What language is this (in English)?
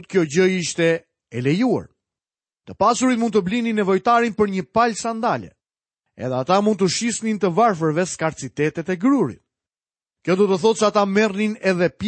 Albanian